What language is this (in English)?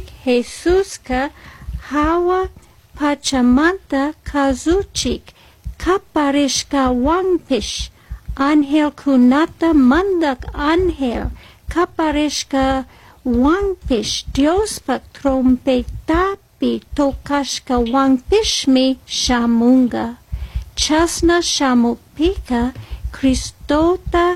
Chimborazo Highland Quichua